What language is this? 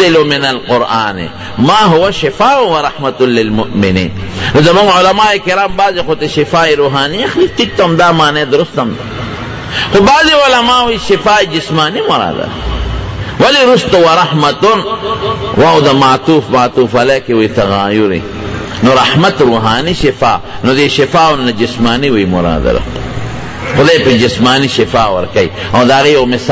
Pashto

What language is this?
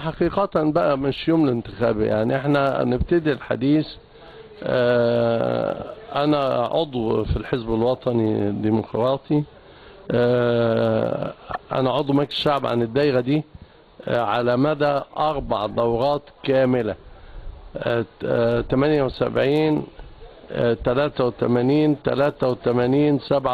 Egyptian Arabic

